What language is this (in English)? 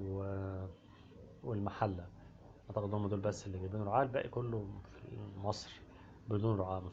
Egyptian Arabic